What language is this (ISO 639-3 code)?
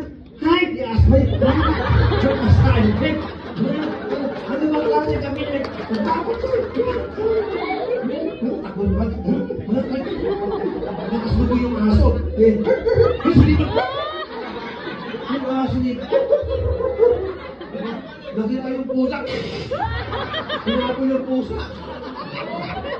fil